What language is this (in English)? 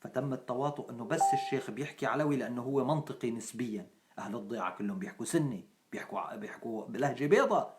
North Levantine Arabic